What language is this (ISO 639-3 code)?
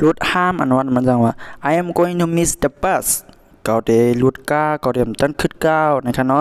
shn